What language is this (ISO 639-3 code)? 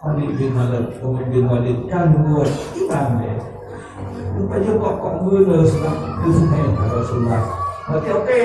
ace